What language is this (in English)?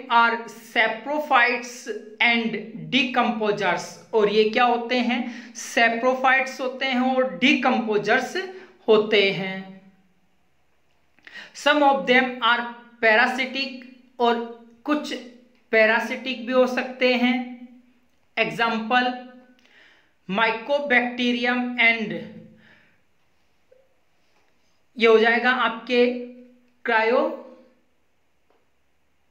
Hindi